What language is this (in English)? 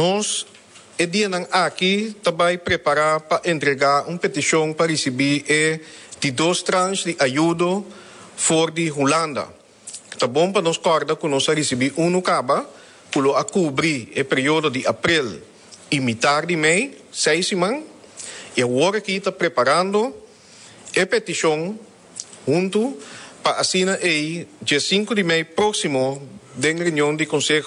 Papiamento